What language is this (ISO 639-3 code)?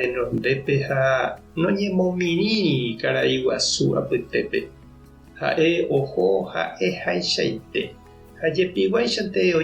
grn